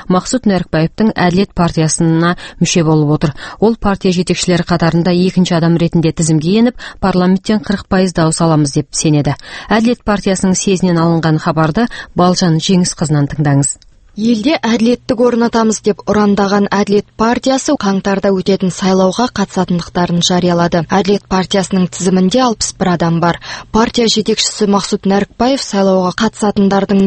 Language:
Kazakh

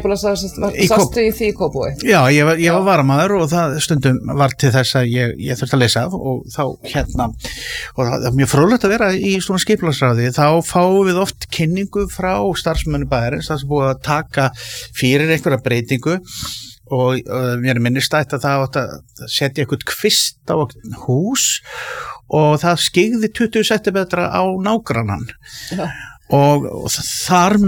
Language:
Icelandic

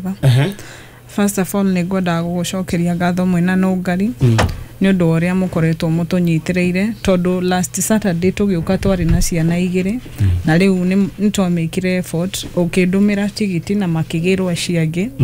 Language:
Kikuyu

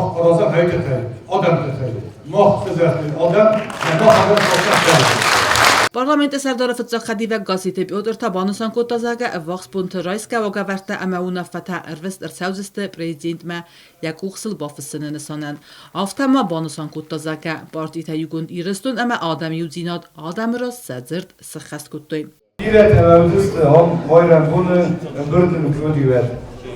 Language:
Ossetic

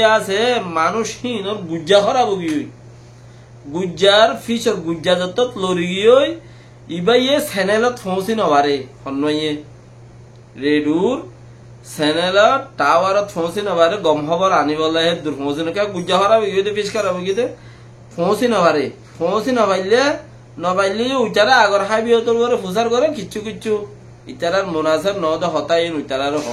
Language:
Rohingya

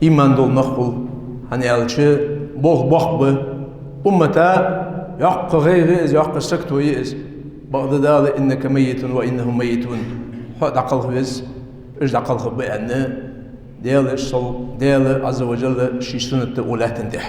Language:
Ingush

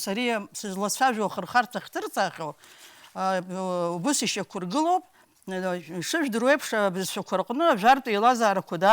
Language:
Abkhazian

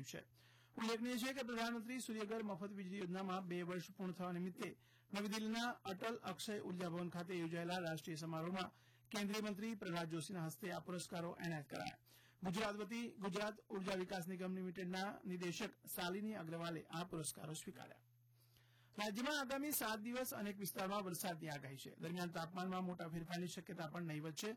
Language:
Gujarati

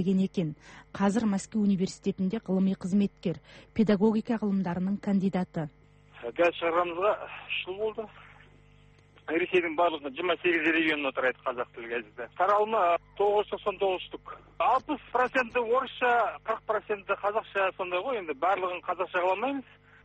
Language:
Kazakh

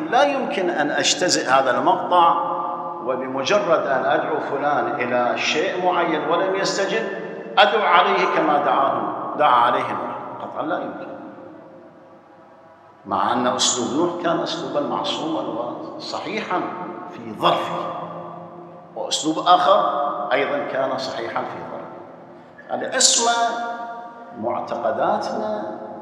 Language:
Arabic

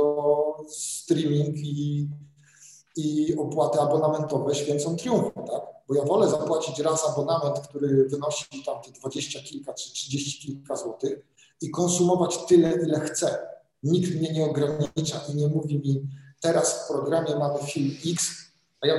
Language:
Polish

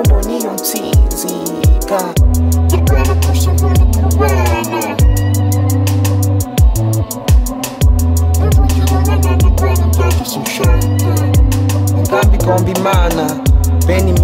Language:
Kinyarwanda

